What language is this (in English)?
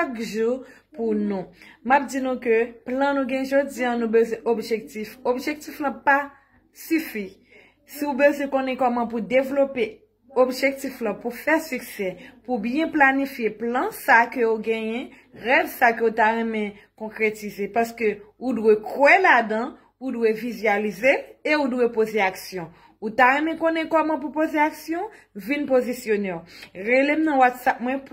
Haitian Creole